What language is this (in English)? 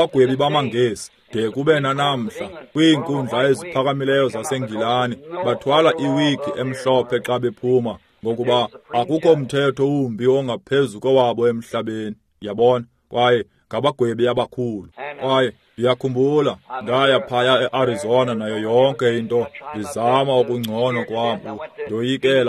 Xhosa